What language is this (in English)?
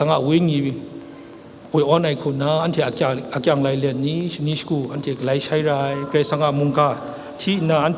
Kachin